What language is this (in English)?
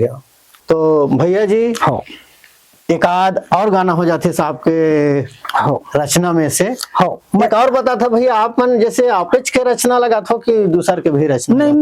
Chhattisgarhi